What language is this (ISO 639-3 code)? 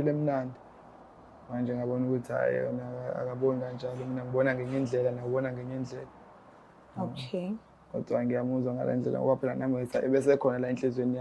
zul